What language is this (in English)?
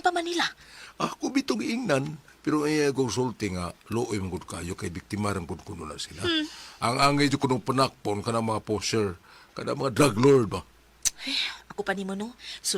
Cebuano